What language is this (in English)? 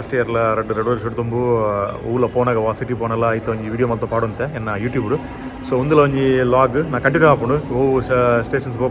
Tulu